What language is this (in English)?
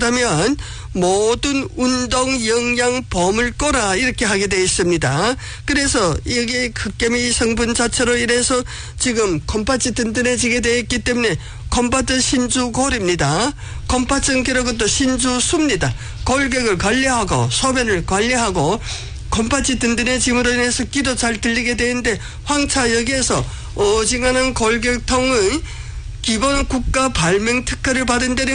Korean